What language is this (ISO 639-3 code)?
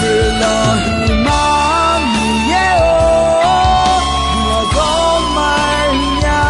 ahk